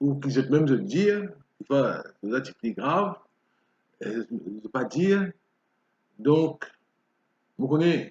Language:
Morisyen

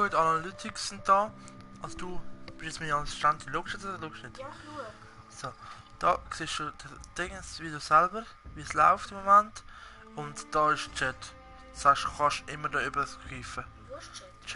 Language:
Swiss German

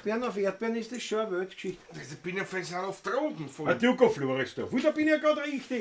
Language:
Bavarian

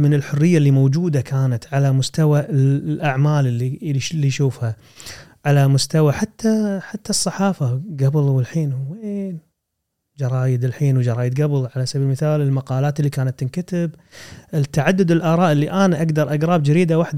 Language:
Gulf Arabic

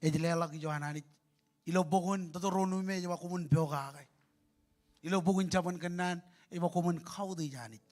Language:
Marshallese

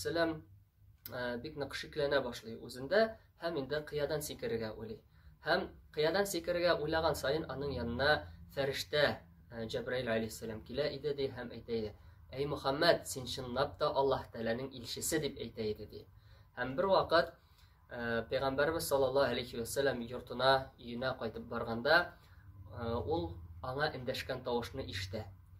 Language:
Tatar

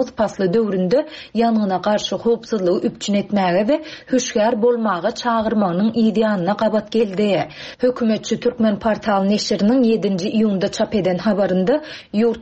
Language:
Turkmen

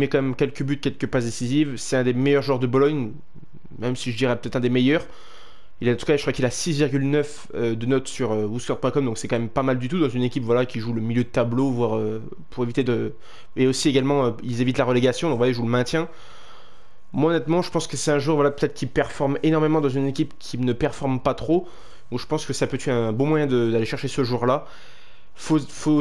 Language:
French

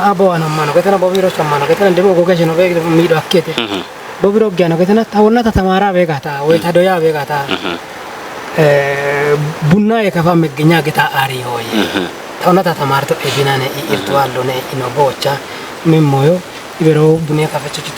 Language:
Kafa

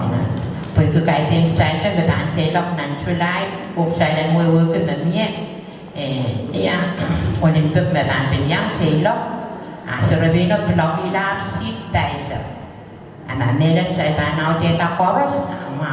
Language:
Pohnpeian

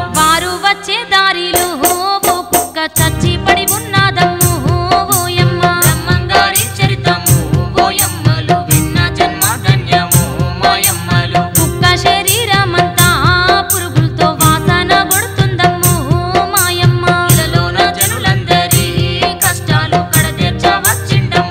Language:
Telugu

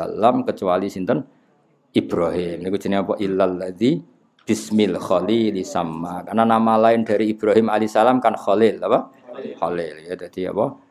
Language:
Javanese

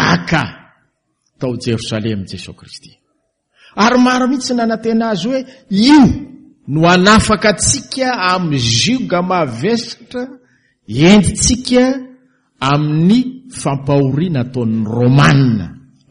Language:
Malagasy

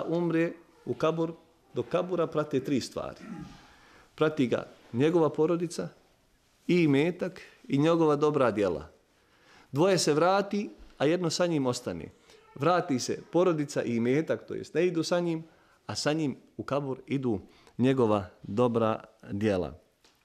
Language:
Bosnian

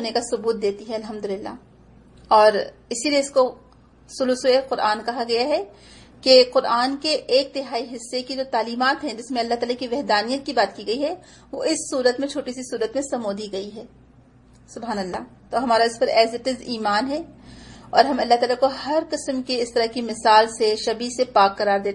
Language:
Urdu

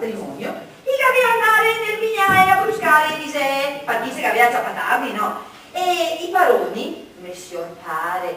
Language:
Venetian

